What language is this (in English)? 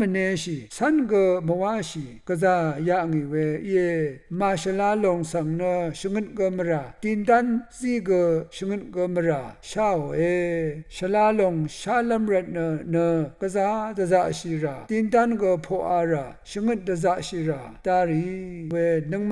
Rawang